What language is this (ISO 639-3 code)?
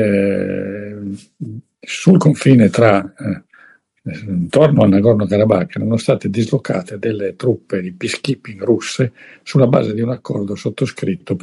ita